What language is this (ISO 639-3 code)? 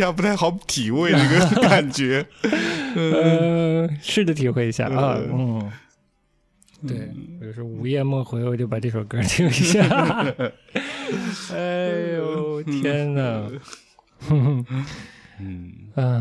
zho